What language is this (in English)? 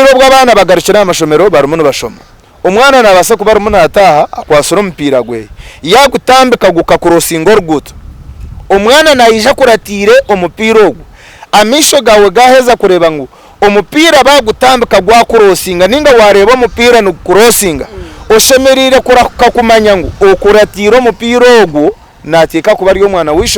Nyankole